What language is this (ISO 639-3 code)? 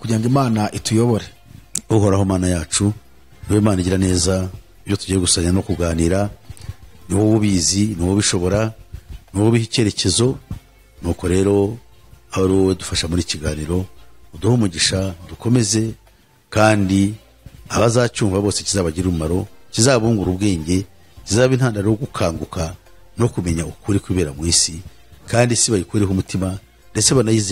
kin